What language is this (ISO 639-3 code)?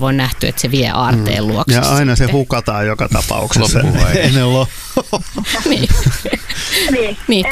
fin